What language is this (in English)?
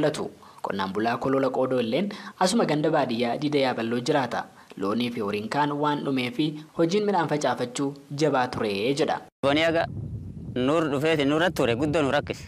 Oromo